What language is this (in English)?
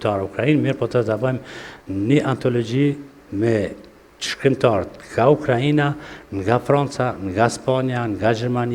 Albanian